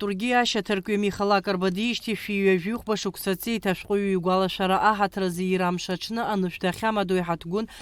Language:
Abkhazian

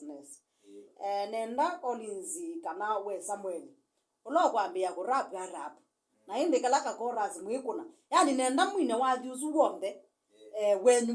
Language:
Kamba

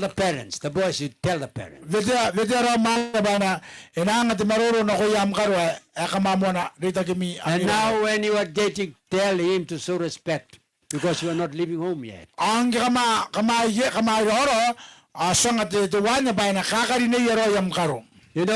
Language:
Gilbertese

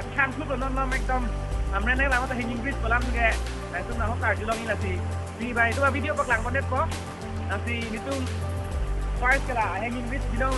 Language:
Karbi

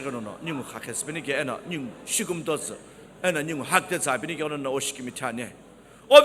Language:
Sumi Naga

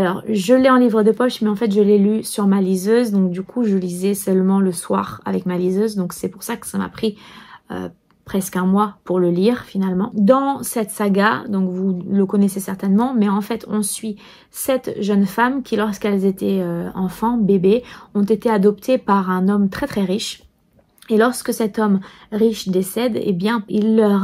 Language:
French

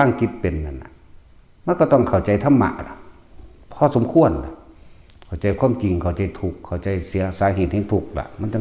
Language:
Northeastern Thai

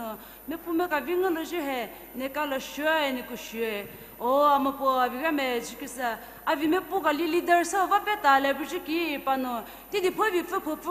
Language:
Poumei Naga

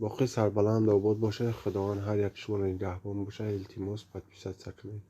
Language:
Tajik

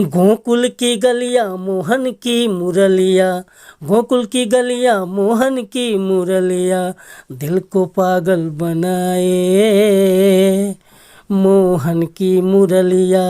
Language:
Bhojpuri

